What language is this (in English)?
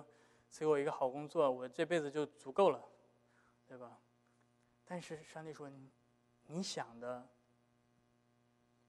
Chinese